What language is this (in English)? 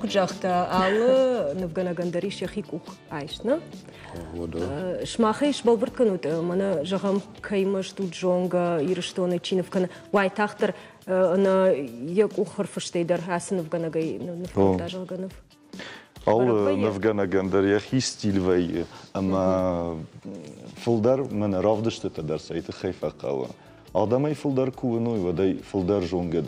Ossetic